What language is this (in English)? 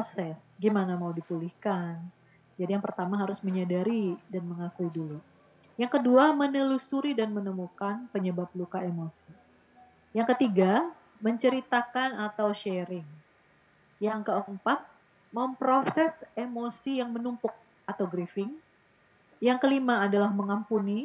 Indonesian